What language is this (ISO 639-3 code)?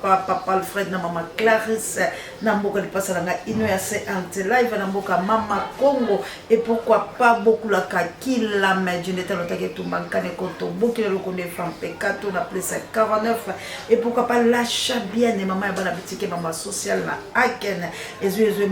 lin